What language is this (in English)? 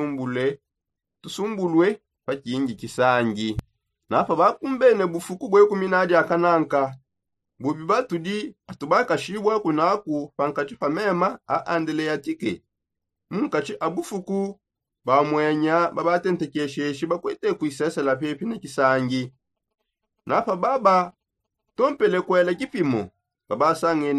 Songe